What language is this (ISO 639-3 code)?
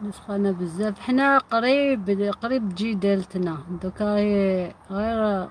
arq